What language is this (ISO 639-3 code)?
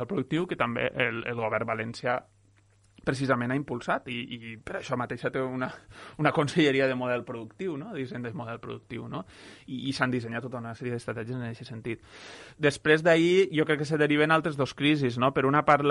cat